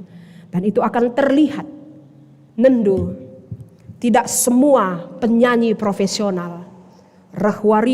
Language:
Batak Karo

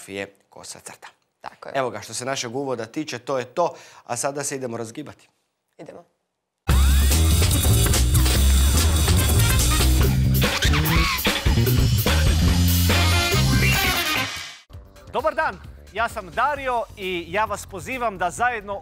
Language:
Croatian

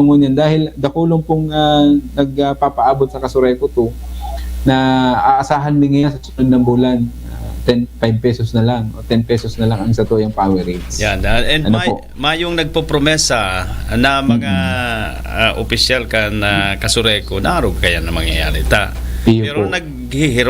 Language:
Bikol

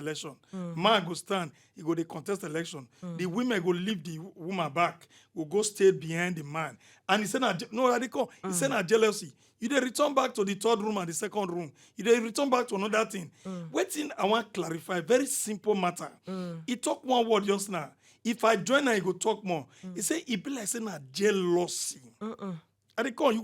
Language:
Nigerian Pidgin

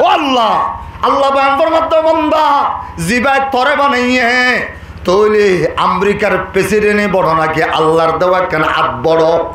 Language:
Rohingya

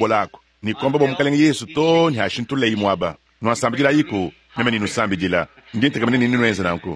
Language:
Luba-Lulua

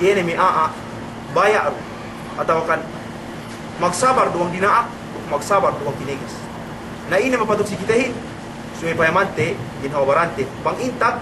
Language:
Yakan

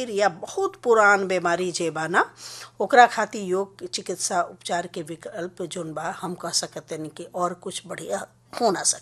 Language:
Bhojpuri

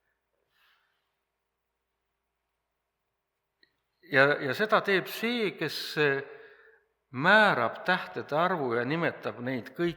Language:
Estonian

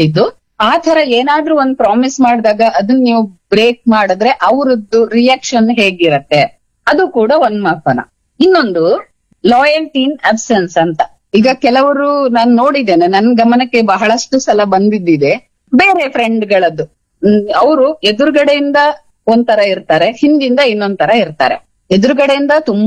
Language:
Kannada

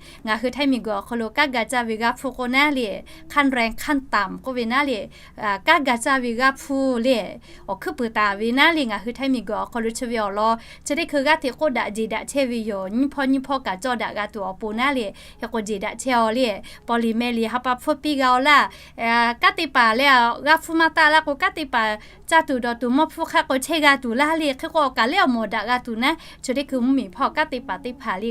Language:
Lahu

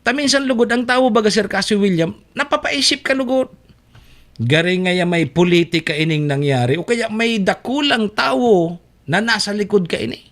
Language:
Bikol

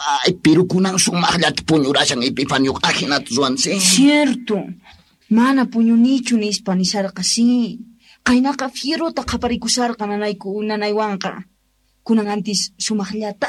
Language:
South Bolivian Quechua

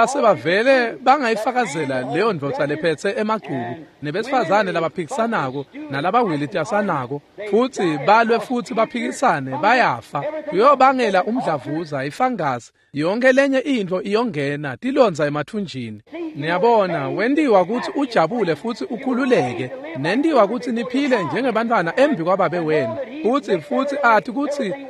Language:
Swati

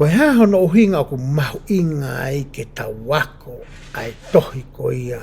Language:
Tongan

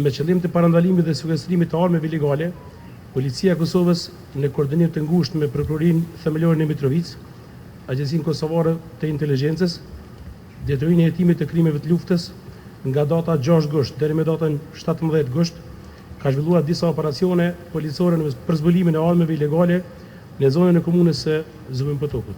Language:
Albanian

